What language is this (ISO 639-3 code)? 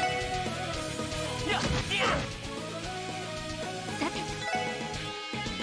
jpn